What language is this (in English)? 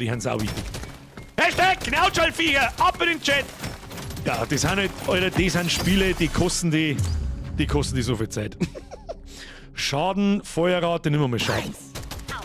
Bavarian